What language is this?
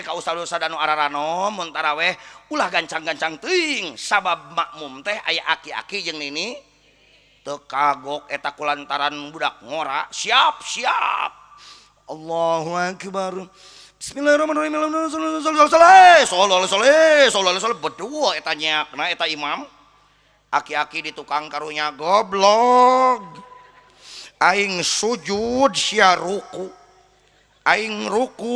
Sundanese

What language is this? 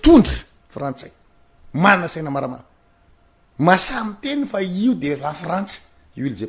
Malagasy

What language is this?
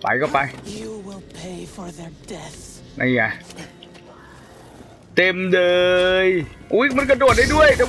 Thai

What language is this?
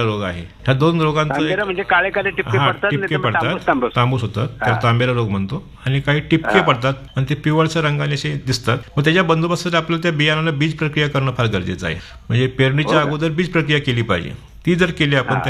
Marathi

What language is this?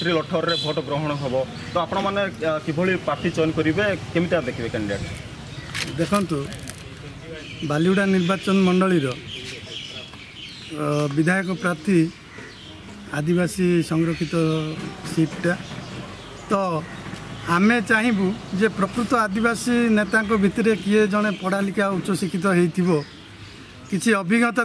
Odia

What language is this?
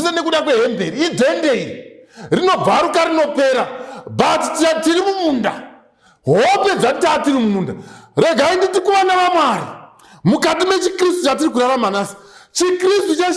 Shona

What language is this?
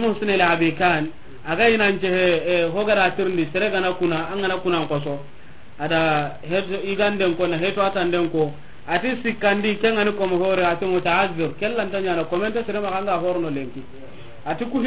Soninke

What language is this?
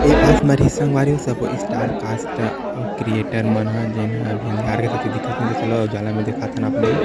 Chhattisgarhi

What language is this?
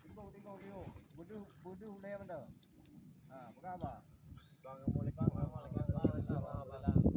Achinese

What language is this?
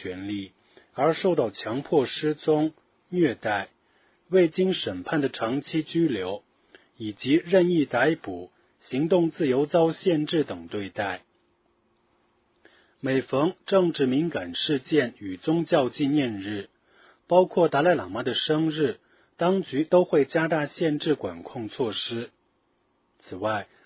Chinese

